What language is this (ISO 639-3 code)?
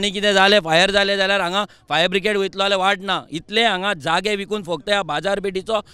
kok